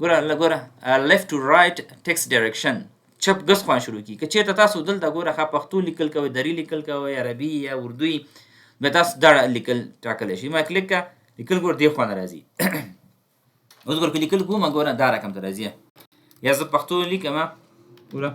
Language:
Pashto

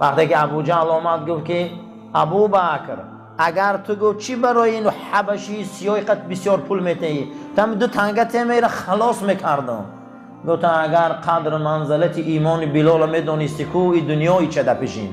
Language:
Tajik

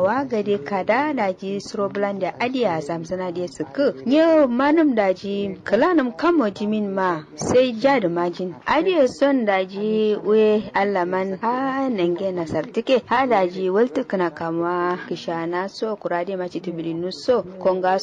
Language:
Kanuri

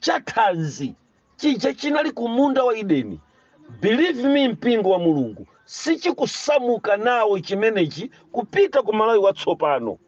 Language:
Nyanja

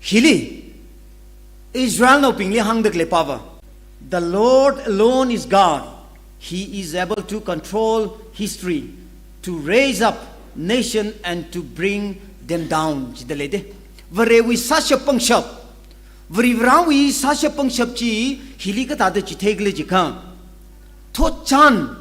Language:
Tangkhul Naga (India)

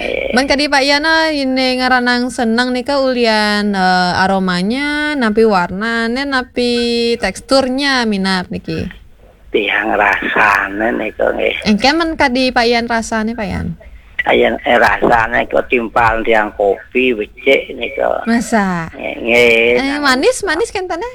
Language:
Balinese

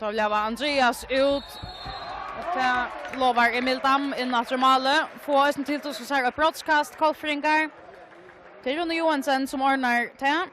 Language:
Faroese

